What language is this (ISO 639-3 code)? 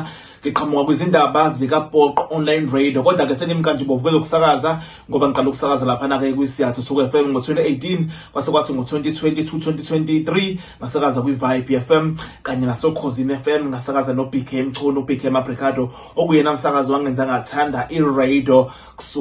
zul